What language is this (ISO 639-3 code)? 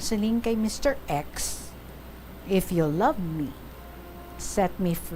hil